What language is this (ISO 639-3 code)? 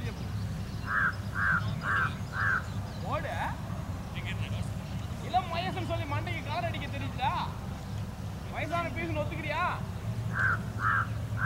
tam